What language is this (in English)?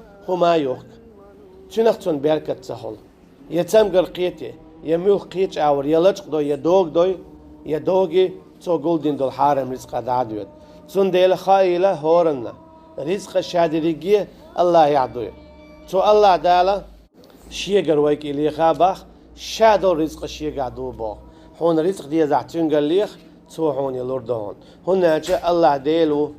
Chechen